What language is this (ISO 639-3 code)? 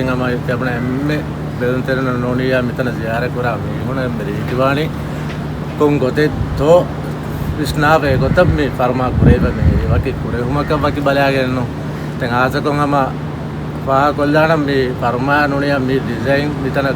div